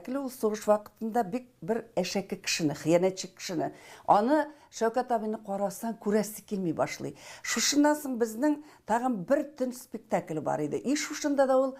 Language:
Tatar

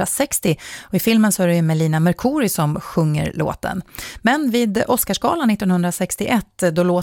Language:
Swedish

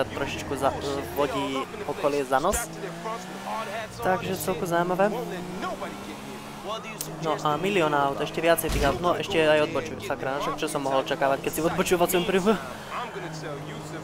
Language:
Slovak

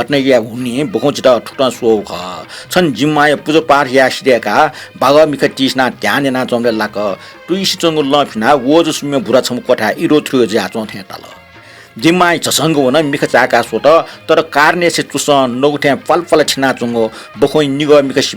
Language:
Newari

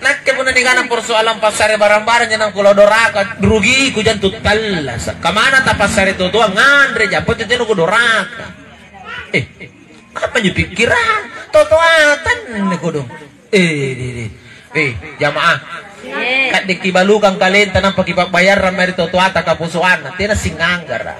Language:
Makasar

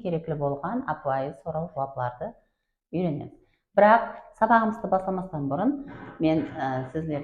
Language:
Kara-Kalpak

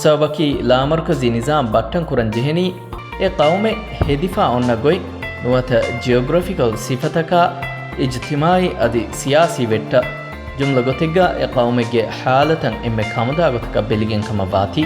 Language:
Divehi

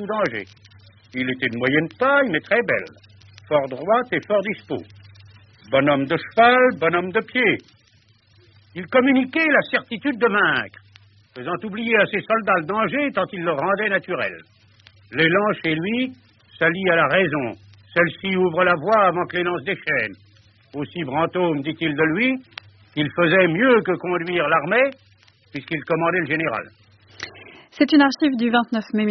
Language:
French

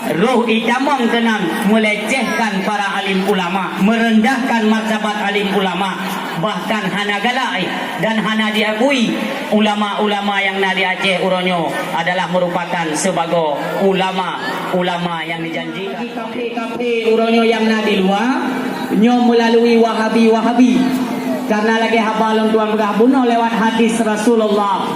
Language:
Achinese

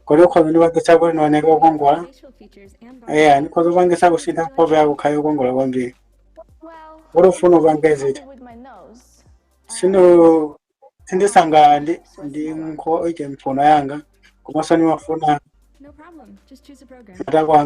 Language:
Nyanja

